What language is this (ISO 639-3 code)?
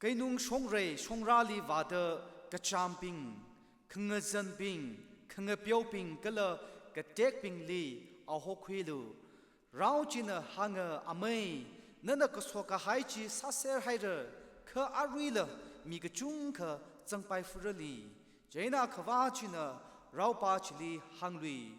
nmf